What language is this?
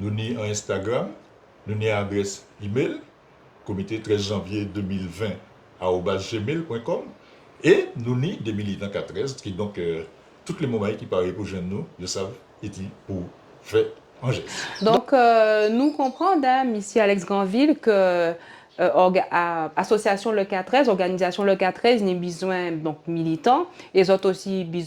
Guadeloupean Creole French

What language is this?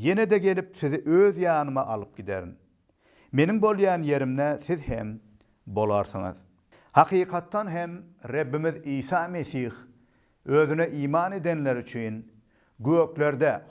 Turkmen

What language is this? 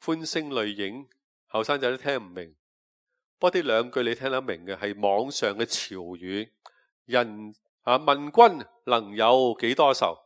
Cantonese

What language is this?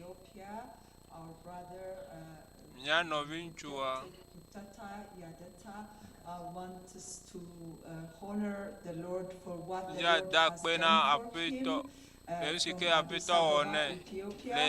Ewe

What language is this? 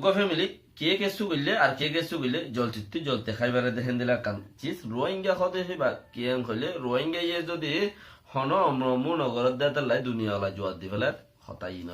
Rohingya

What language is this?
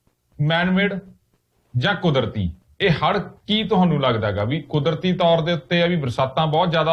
Punjabi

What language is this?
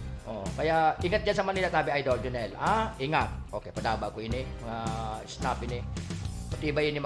Bikol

